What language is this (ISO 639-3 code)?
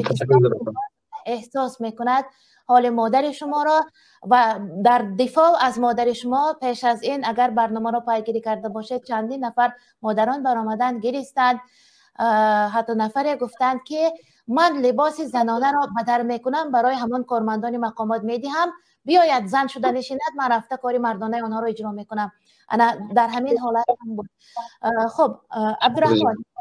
tgk